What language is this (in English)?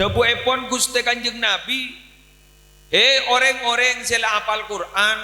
Madurese